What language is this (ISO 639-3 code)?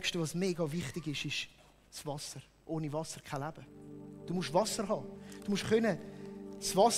gsw